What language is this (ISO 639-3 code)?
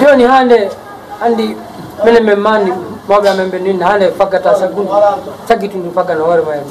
ful